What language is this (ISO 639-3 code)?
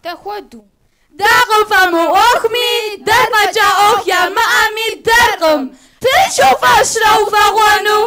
kbd